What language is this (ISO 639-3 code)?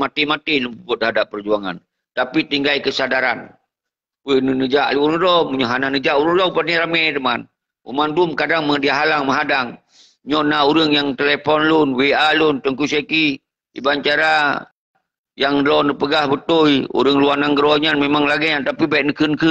ace